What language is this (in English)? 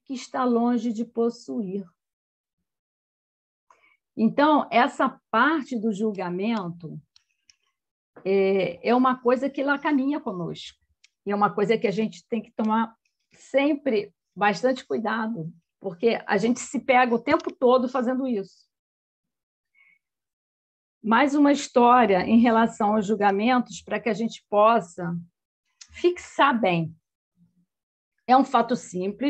Portuguese